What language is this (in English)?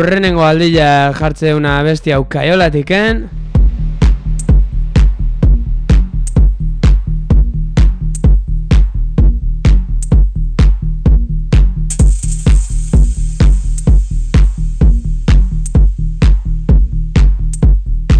Basque